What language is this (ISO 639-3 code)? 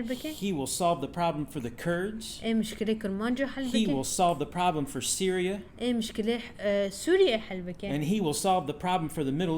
kur